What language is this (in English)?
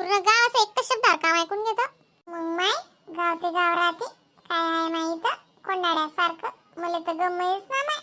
Khandesi